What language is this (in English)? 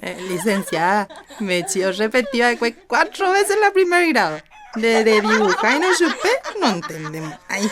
Guarani